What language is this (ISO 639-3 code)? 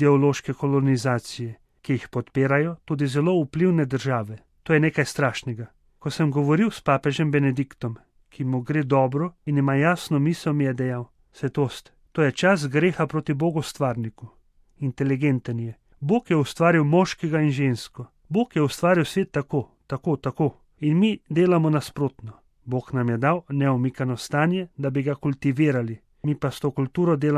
slv